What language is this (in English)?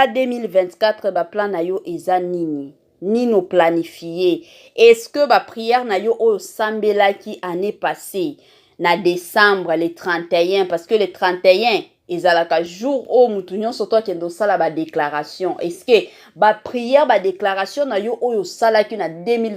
Lingala